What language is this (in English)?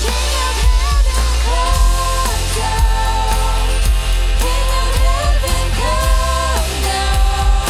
Plautdietsch